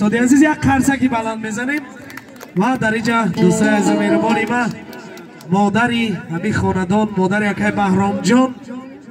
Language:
Tajik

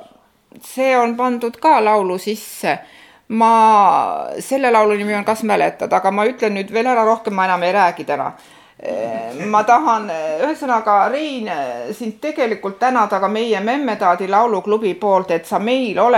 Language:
Estonian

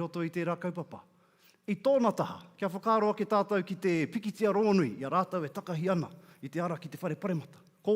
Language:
Māori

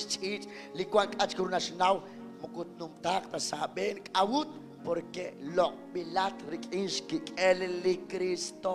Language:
Kekchí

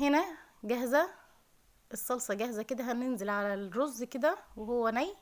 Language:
Egyptian Arabic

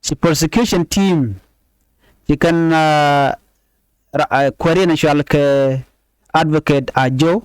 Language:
Nuer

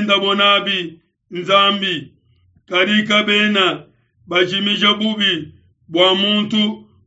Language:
Luba-Lulua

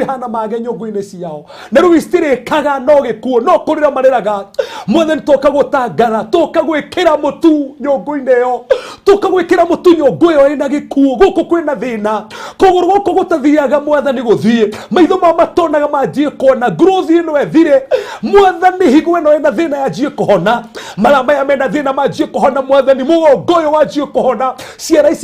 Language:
Kikuyu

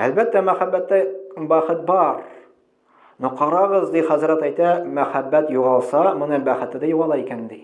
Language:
Tatar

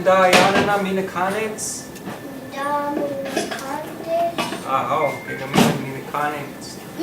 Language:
Chippewa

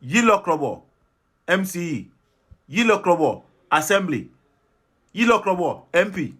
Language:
Adangme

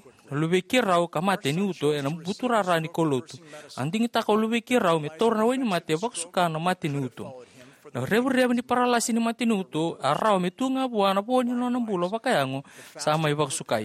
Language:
Fijian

